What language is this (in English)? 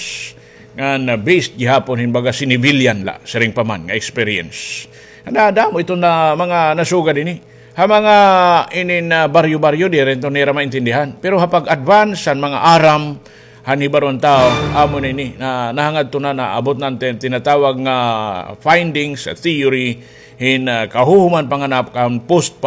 Waray